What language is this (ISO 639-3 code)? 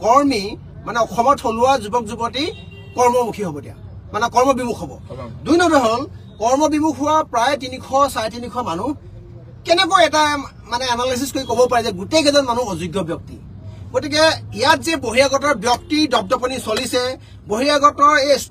asm